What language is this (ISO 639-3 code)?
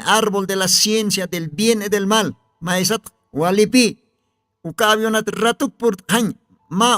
aym